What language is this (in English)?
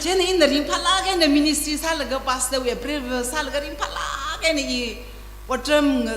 Tangkhul Naga (India)